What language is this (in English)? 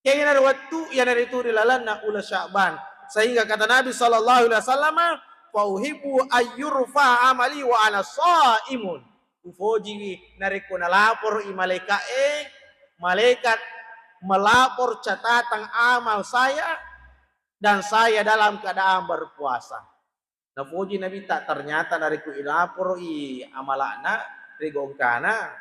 Buginese